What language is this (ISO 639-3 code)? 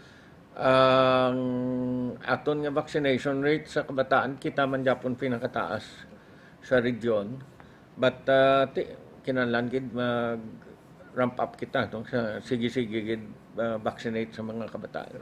hil